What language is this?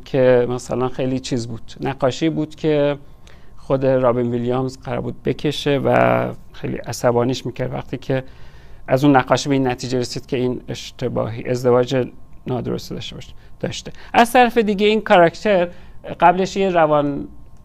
Persian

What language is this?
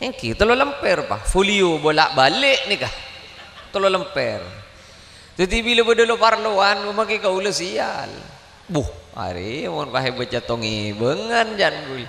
Madurese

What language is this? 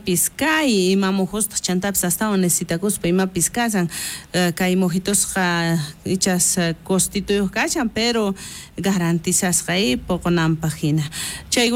South Bolivian Quechua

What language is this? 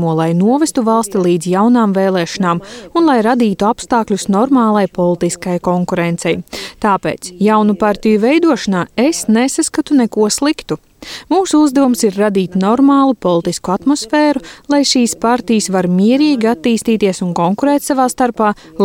Latvian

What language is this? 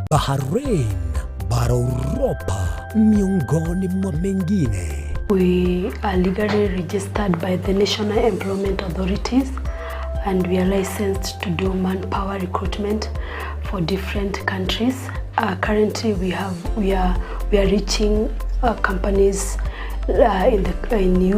Gusii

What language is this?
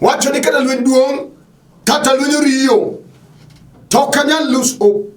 Luo (Kenya and Tanzania)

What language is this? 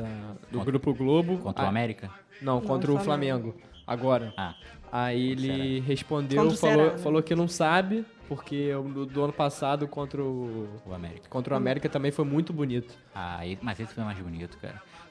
Portuguese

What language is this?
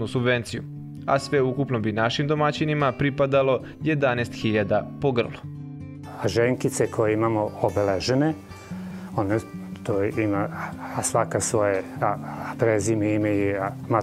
Serbian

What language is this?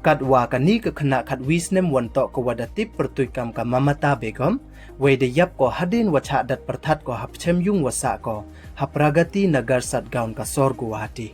Pnar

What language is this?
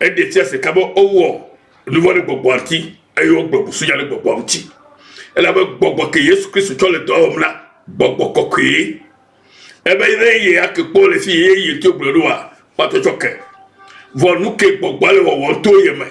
Ewe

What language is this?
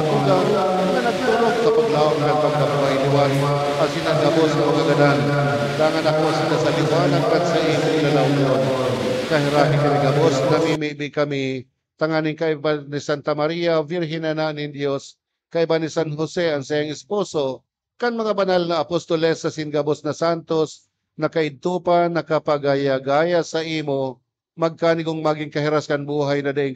Bikol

